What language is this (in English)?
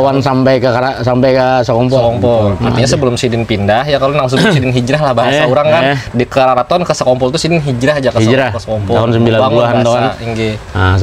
Banjar